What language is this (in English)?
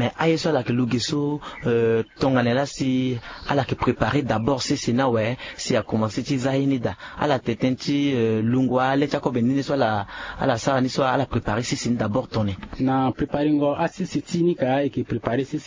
Sango